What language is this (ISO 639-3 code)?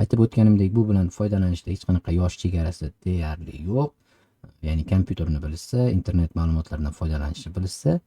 uzb